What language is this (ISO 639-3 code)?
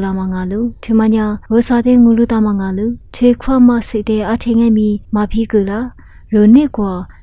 lis